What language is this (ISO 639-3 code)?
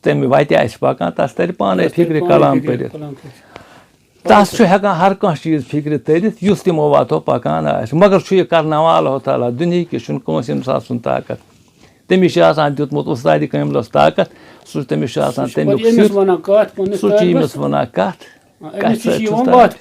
kas